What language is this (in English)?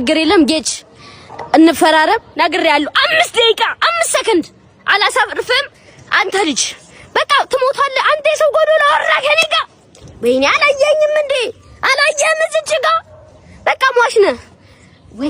Amharic